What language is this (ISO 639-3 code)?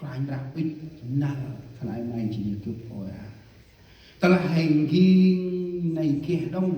cmo